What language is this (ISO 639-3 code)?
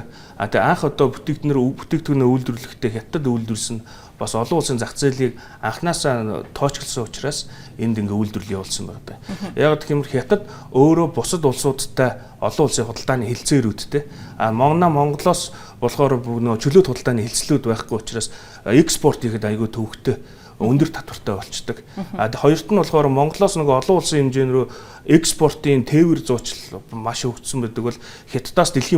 mon